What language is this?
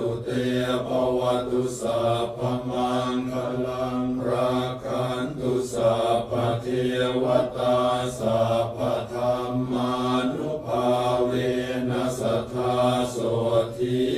Pali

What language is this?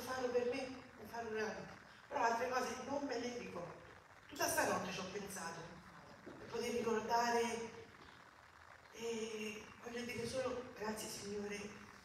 Italian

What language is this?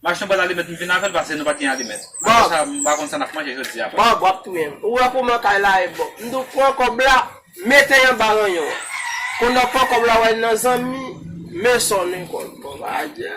Haitian Creole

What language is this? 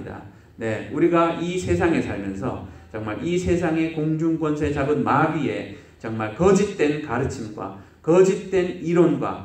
Korean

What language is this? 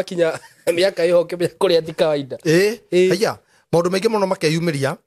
Kikuyu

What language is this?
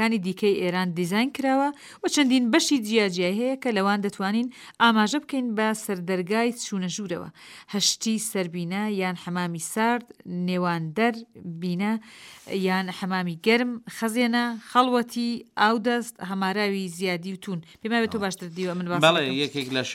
Central Kurdish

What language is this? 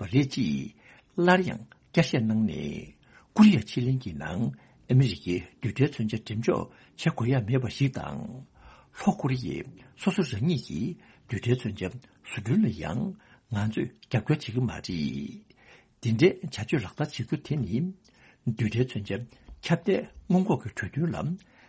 Tibetan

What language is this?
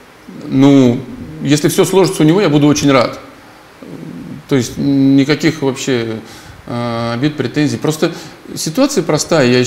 Russian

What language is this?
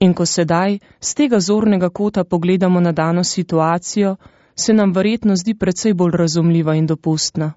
Slovenian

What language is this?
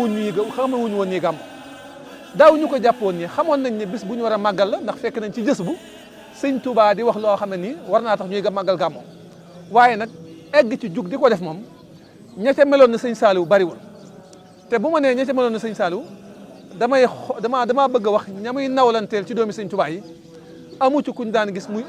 Wolof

